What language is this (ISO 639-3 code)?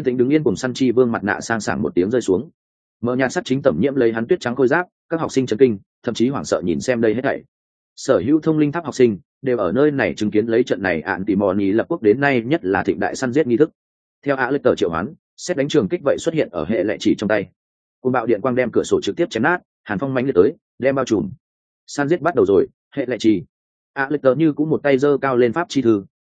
vie